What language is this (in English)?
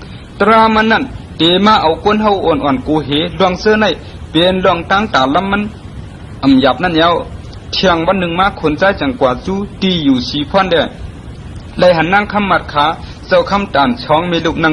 Shan